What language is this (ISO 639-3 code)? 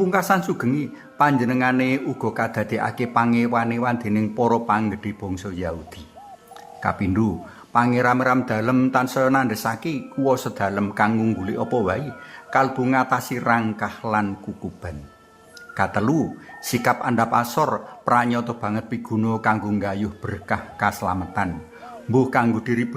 jav